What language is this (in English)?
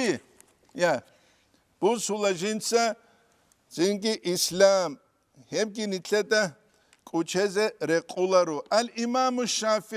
Avaric